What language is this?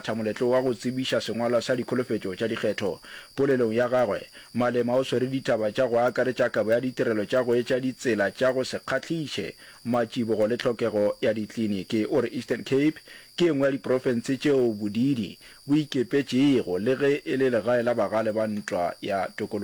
Northern Sotho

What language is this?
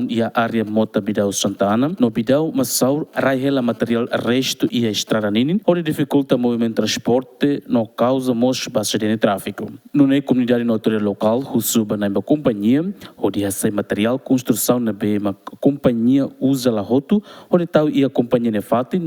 Tetum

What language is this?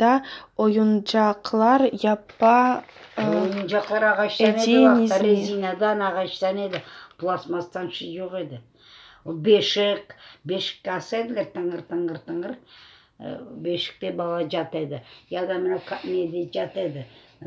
Crimean Tatar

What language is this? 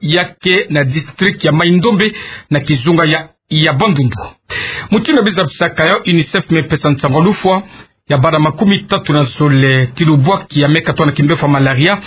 Kituba (Democratic Republic of Congo)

